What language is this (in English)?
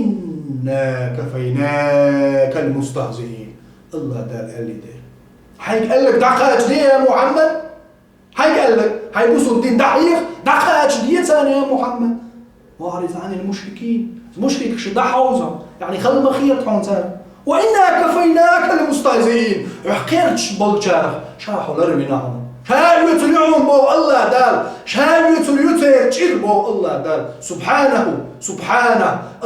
Chechen